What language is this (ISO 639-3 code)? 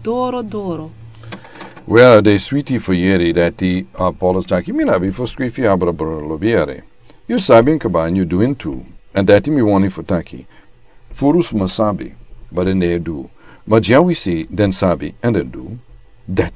srn